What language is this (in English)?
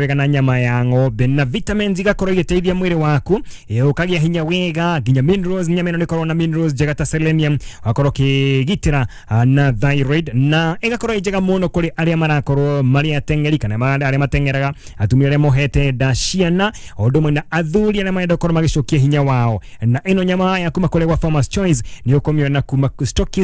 Kikuyu